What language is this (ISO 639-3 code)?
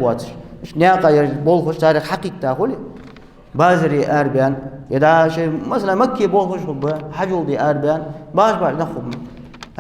inh